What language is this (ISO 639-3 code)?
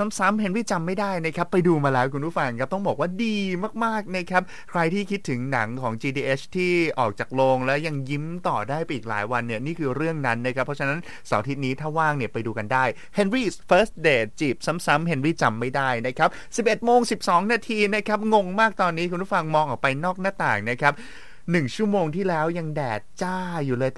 tha